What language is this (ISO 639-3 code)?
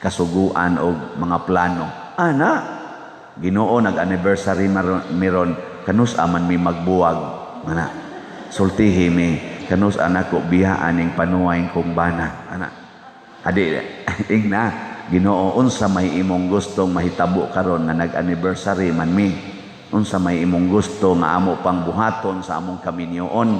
ceb